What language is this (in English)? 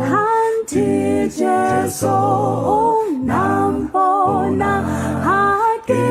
Southern Sotho